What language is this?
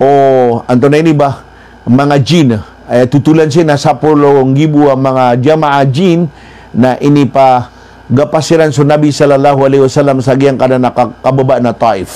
Maranao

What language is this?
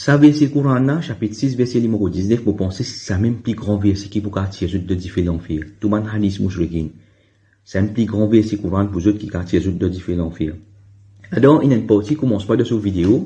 Morisyen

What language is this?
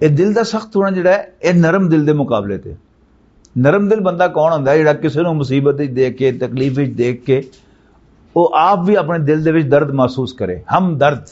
Western Panjabi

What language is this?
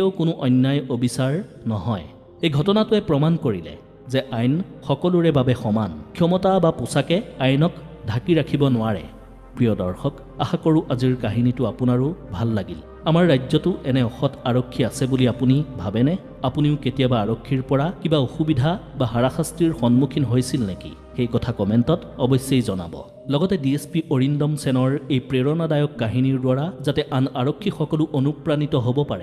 Assamese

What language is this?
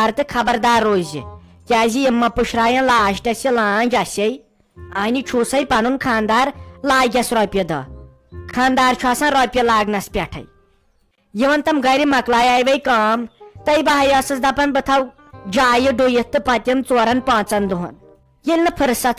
Kashmiri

